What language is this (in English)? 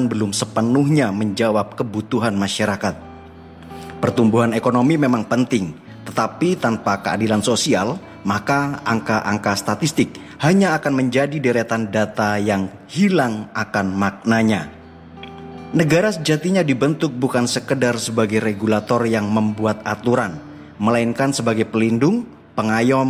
Indonesian